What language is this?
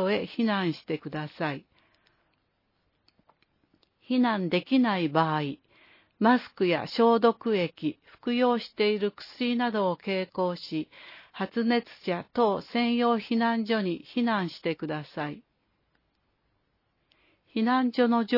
Japanese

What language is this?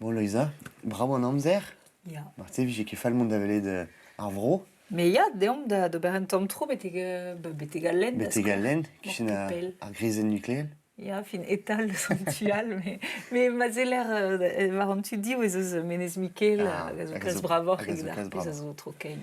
Breton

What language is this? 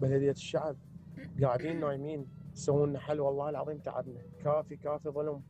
Mesopotamian Arabic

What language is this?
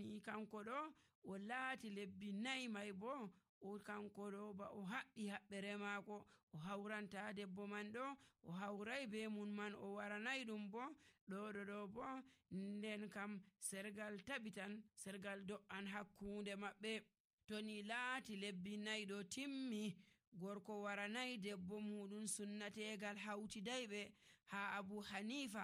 Nigerian Fulfulde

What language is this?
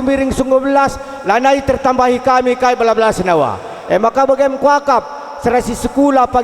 Batak Karo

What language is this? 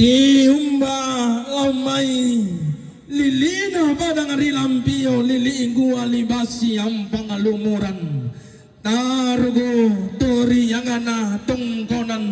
Toraja-Sa'dan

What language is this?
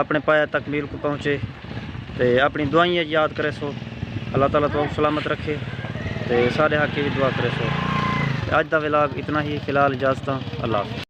Saraiki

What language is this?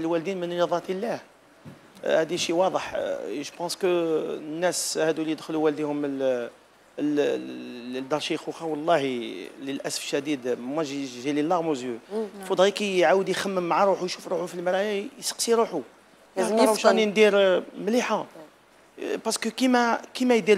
Algerian Arabic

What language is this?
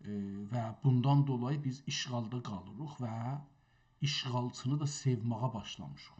South Azerbaijani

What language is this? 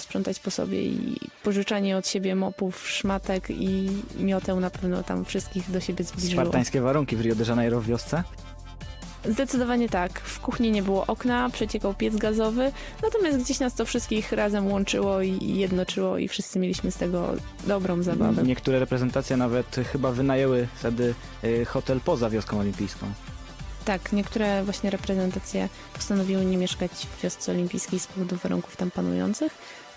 Polish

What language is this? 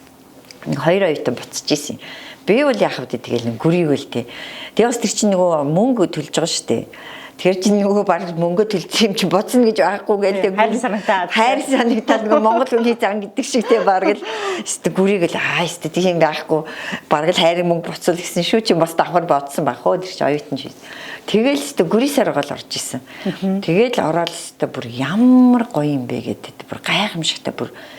Mongolian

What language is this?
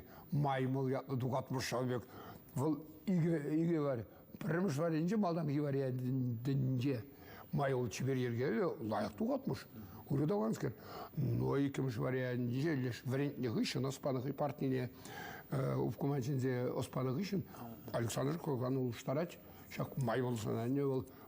Chuvash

